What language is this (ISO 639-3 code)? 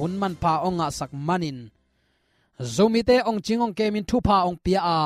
ctd